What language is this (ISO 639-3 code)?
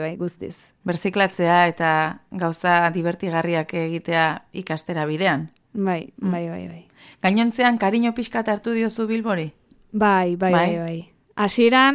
eus